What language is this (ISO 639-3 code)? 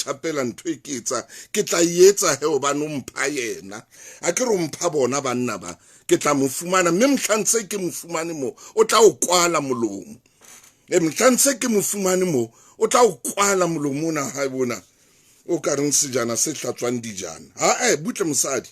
sot